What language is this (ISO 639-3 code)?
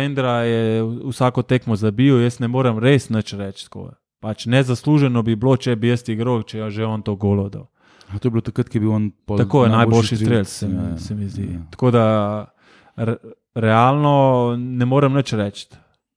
slv